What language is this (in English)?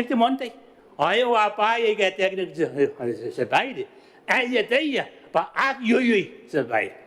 Gilbertese